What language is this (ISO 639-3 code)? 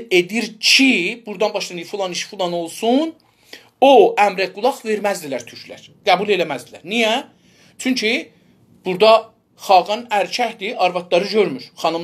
azb